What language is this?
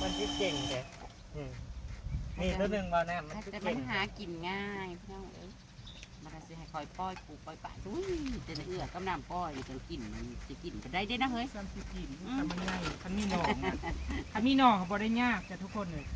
Northeastern Thai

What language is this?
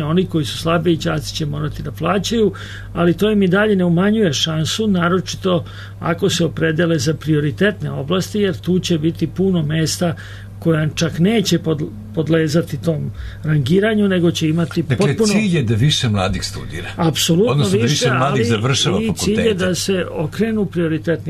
Serbian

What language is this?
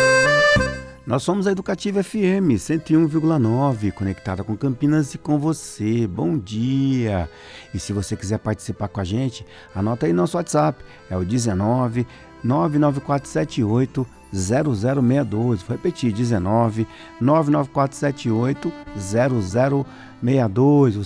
Portuguese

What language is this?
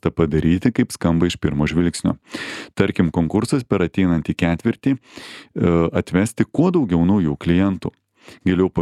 Lithuanian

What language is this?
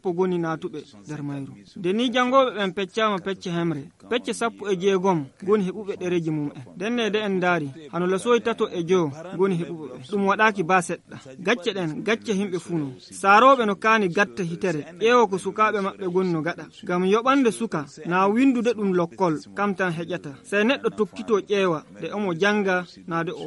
Nigerian Fulfulde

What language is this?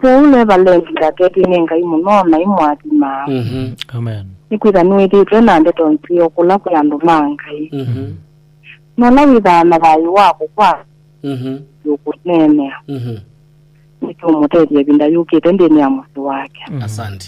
Kamba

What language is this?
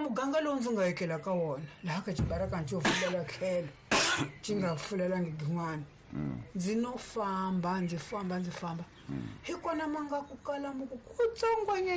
Tsonga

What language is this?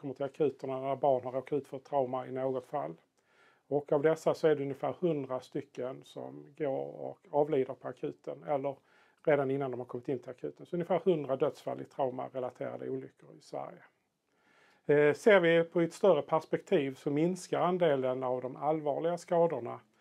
Swedish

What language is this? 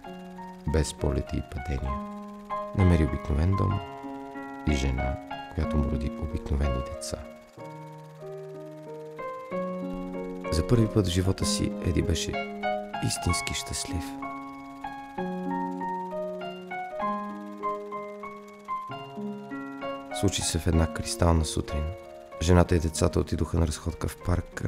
Bulgarian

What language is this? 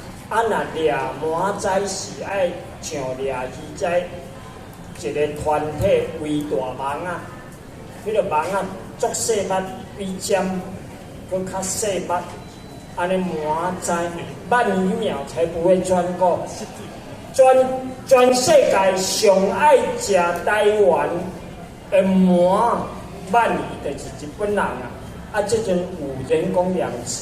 Min Nan Chinese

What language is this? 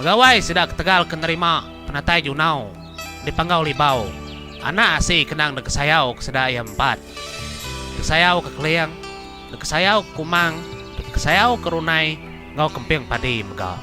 Iban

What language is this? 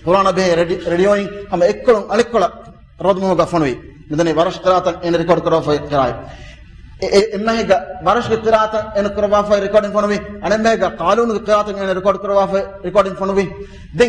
Divehi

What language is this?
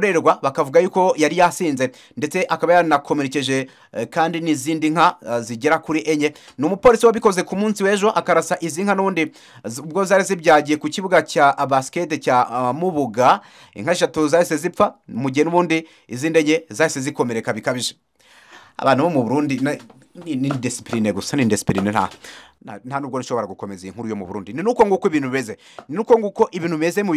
Kinyarwanda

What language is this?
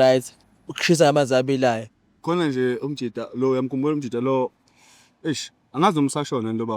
Zulu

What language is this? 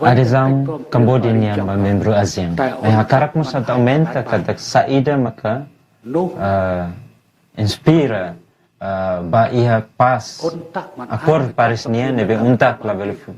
Tetum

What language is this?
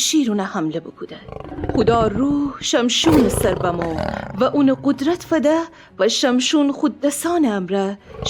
Gilaki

